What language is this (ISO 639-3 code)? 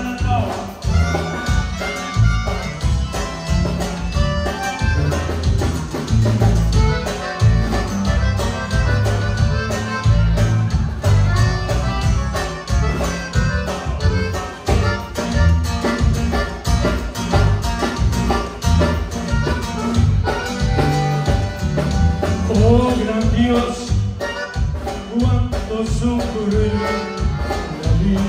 spa